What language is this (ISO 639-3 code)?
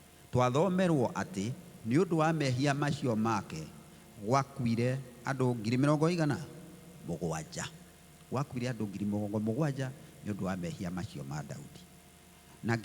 kik